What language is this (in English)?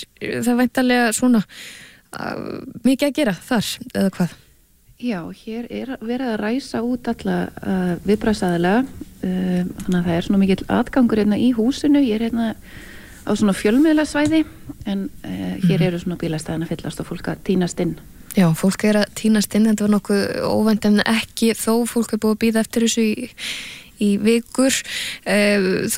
Icelandic